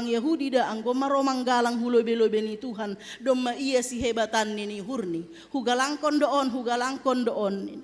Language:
Batak Simalungun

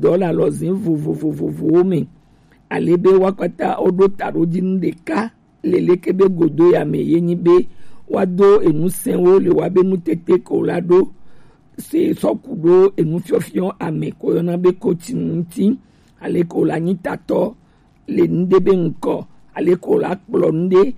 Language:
Gen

